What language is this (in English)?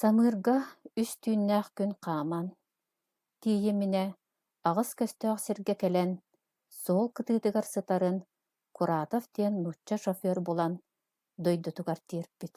Yakut